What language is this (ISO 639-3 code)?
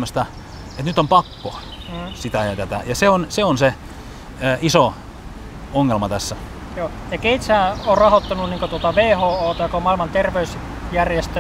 fin